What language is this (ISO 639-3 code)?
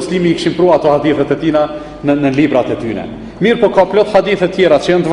sqi